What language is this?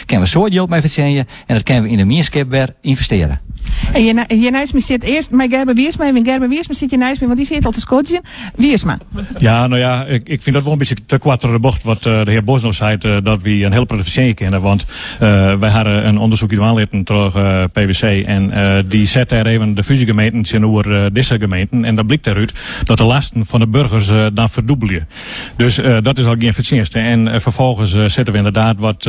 Western Frisian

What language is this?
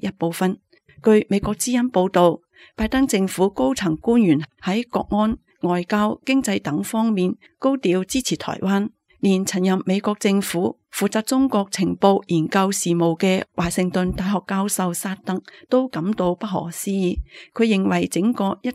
Cantonese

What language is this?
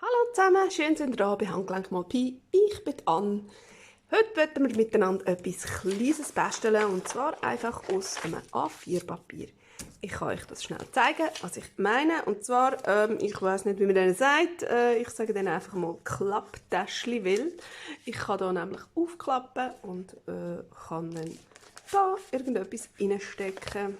Swiss German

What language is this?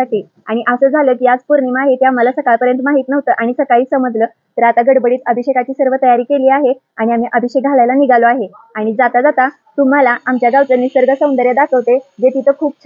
Marathi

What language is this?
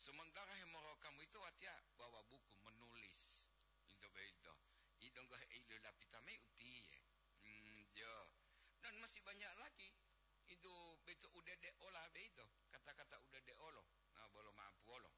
Gorontalo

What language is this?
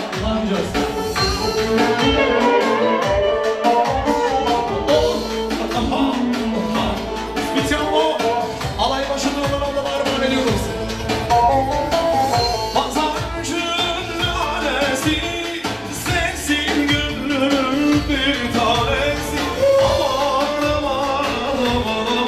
Turkish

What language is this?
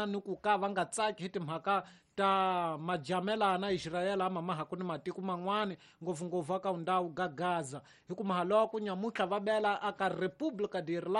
Tsonga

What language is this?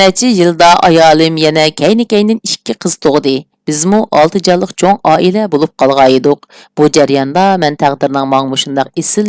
Uyghur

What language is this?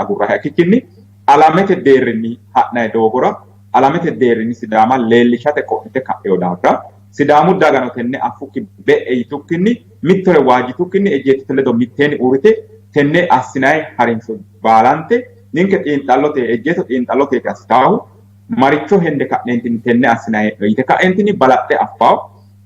Sidamo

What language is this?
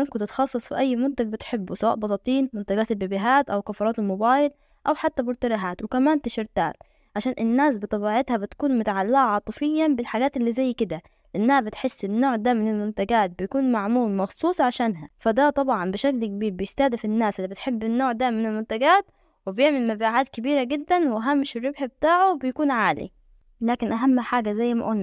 Egyptian Arabic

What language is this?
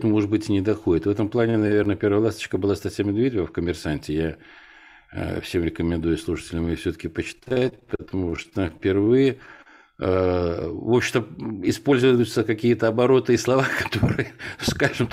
Russian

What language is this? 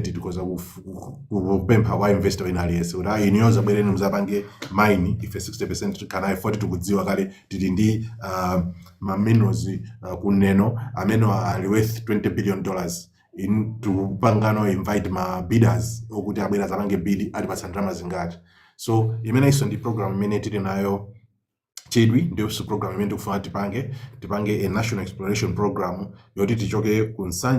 Nyanja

